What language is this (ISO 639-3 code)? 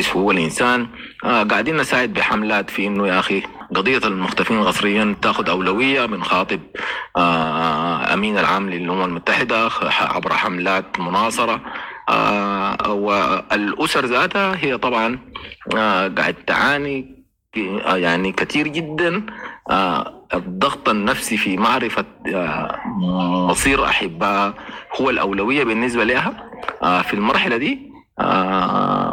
apd